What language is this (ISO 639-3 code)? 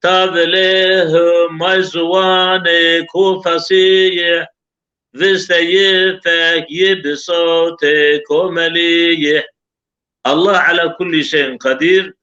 zza